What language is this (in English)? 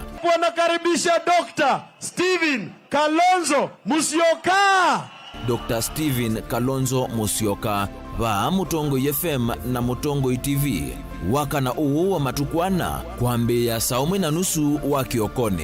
Kamba